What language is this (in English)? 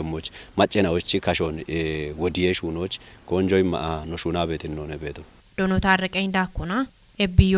Kafa